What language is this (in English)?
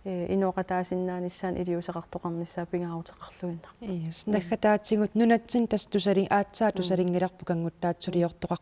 Kalaallisut